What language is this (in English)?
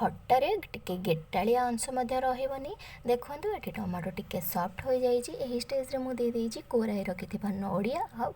Odia